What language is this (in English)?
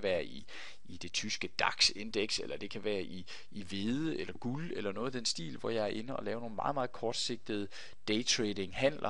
Danish